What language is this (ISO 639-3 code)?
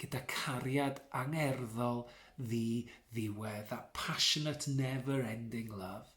cym